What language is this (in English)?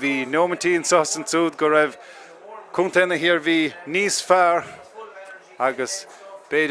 Irish